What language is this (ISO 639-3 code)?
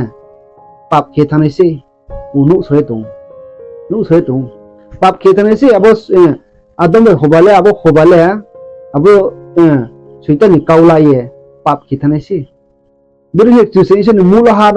ria